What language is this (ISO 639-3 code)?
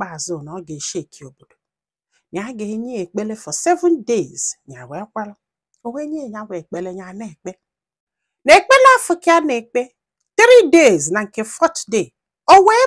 ibo